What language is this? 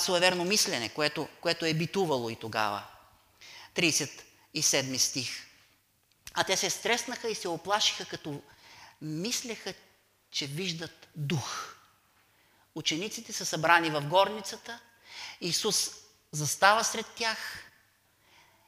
Bulgarian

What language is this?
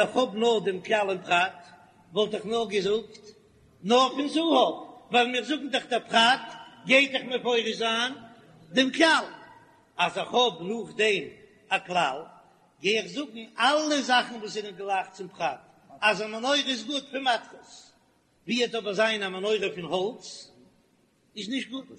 Yiddish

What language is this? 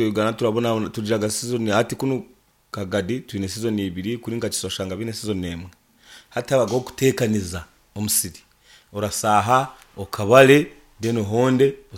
Nyankole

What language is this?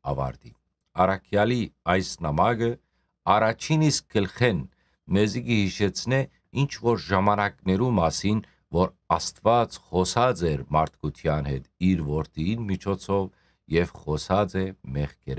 Western Armenian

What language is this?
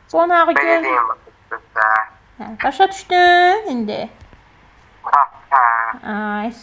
Azerbaijani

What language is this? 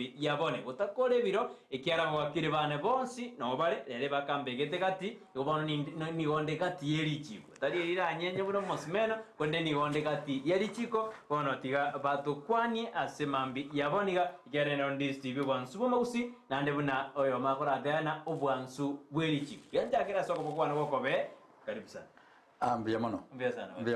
Gusii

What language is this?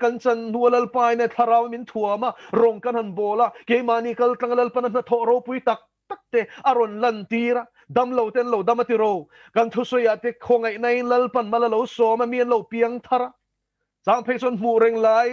Mizo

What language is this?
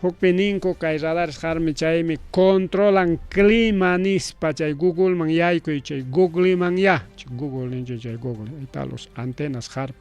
Ayacucho Quechua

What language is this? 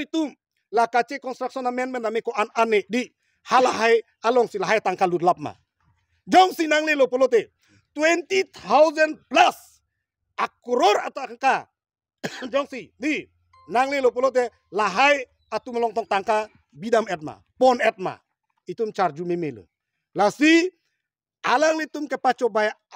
Karbi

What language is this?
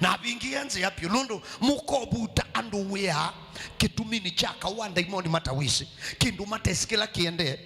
Kamba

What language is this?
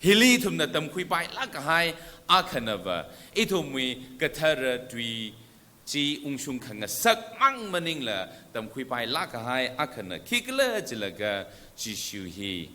Tangkhul Naga (India)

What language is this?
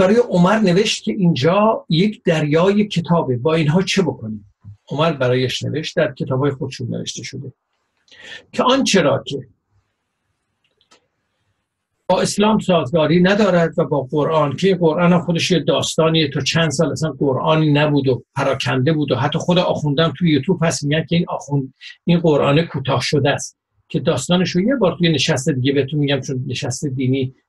Persian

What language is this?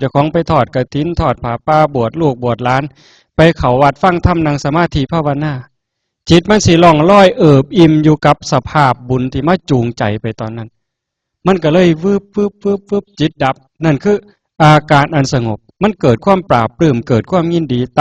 Northeastern Thai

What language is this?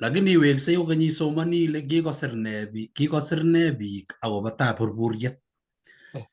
Kalenjin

